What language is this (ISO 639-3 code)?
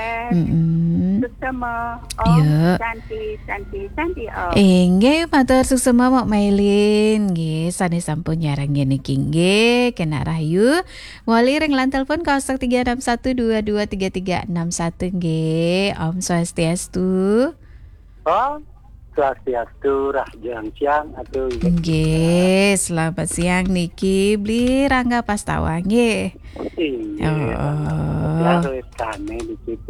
ban